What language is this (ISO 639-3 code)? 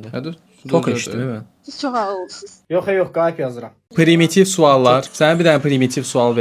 aze